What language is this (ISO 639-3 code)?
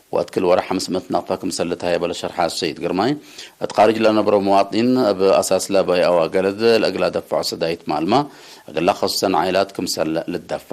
tig